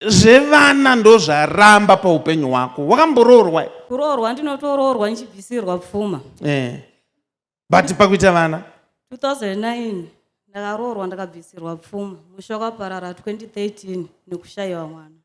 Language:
Shona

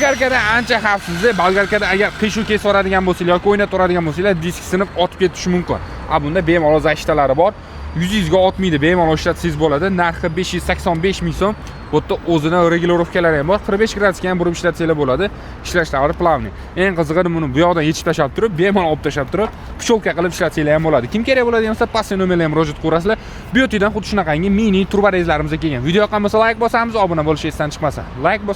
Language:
Uzbek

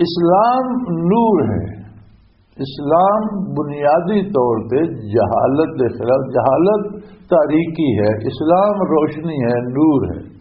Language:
Western Panjabi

